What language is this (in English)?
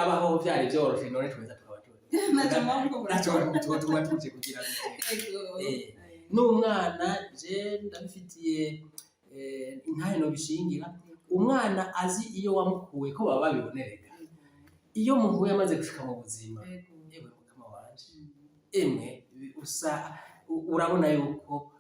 Rundi